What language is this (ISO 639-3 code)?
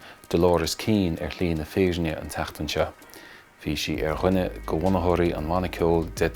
gle